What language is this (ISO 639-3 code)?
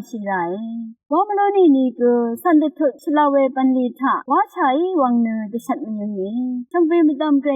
raw